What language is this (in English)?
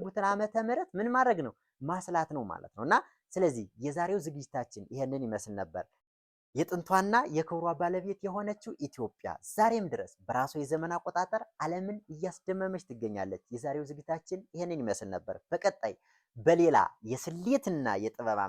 Amharic